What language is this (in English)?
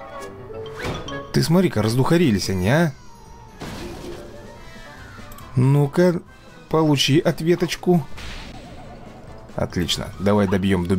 Russian